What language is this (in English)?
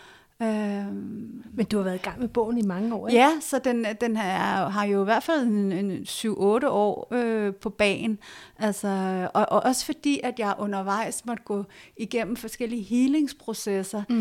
Danish